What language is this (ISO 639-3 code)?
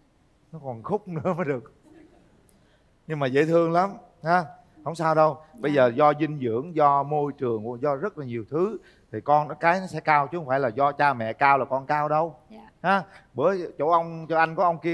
vie